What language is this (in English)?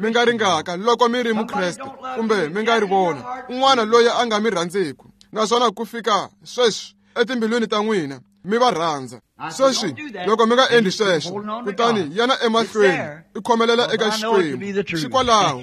Tsonga